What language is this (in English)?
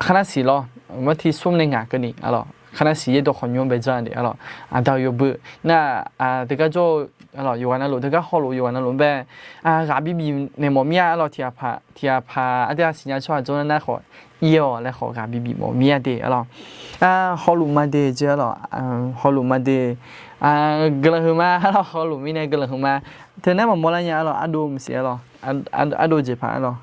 Akha